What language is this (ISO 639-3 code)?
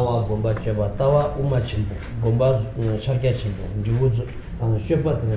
bod